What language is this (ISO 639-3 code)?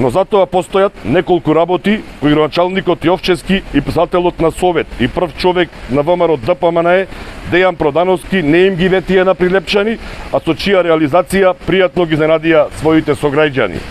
mkd